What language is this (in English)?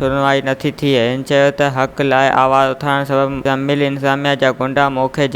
Sindhi